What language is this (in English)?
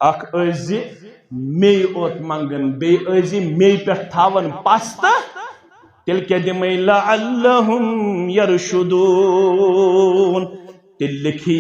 Kashmiri